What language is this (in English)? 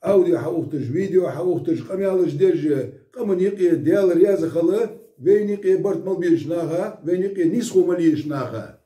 Ingush